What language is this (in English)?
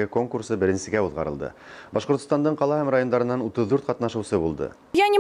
Bashkir